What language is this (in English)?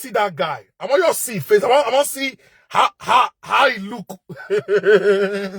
Nigerian Pidgin